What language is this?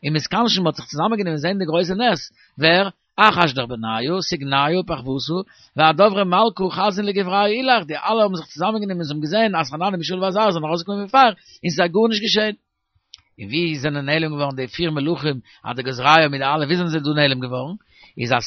Yiddish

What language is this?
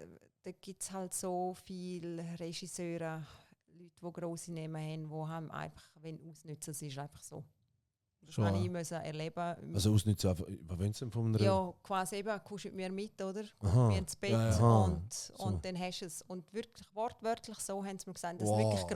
Swiss German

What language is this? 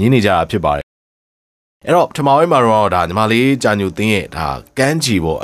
Burmese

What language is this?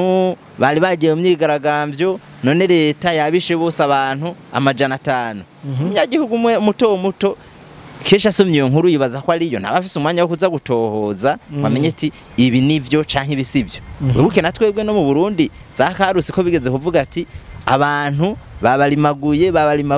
Rundi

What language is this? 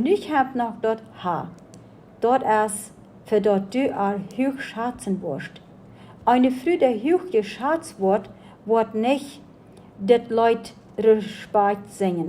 Plautdietsch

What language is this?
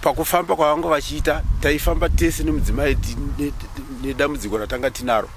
Shona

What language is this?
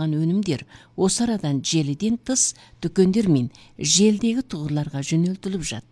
Kazakh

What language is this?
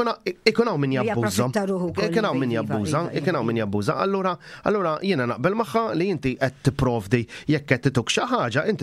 Maltese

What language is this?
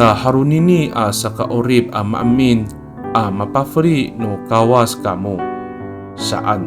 Amis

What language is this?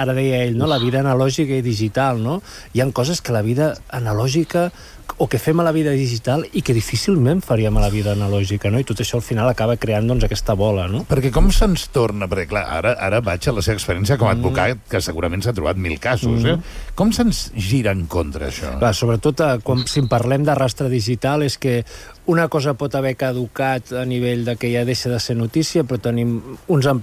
Catalan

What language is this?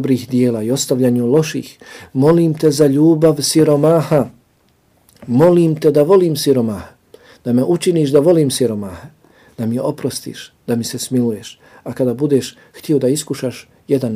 Bosnian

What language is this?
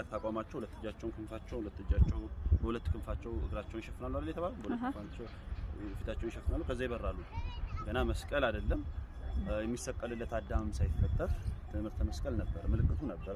Amharic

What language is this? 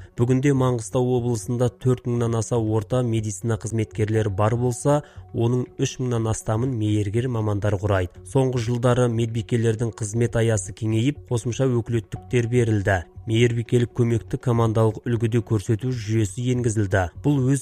Kazakh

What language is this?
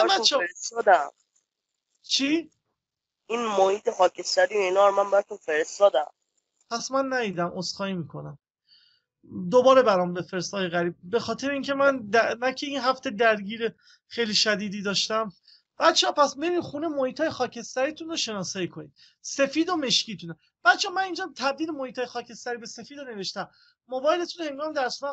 Persian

